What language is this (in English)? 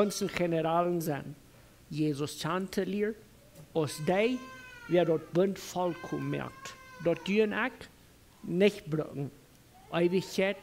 Plautdietsch